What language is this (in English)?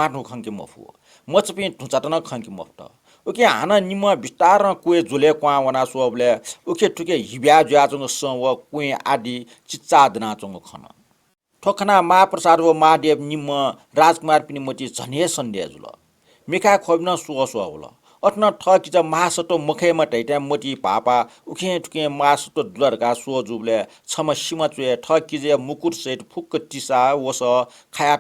Newari